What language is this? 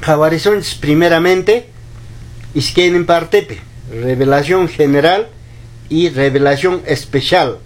Quechua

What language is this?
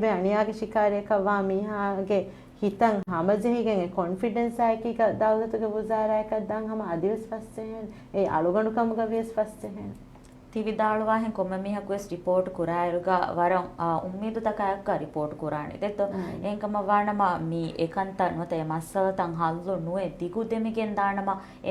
Divehi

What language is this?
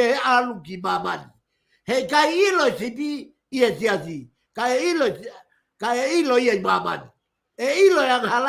Tongan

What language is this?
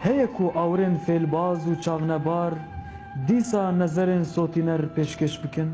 Kurdish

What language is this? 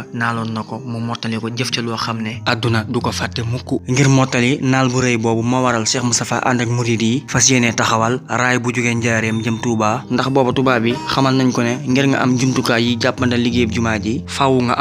Wolof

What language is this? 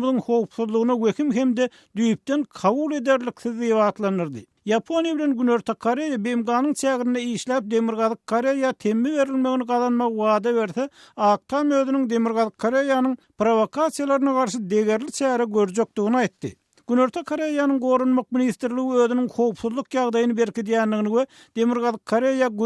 Turkmen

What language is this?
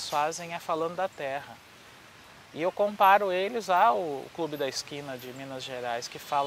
Portuguese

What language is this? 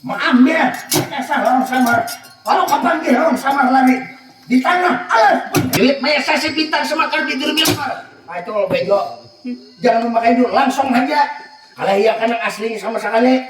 Banjar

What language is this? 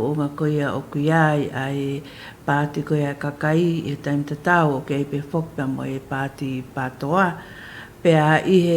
Tongan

